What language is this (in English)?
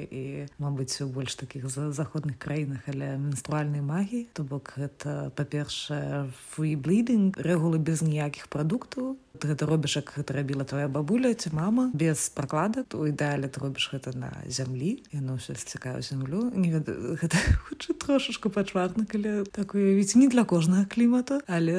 Belarusian